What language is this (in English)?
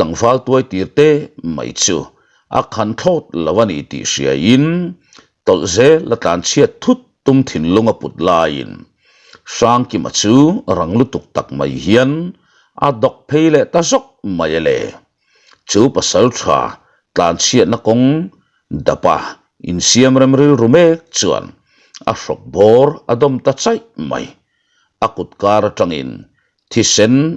Mizo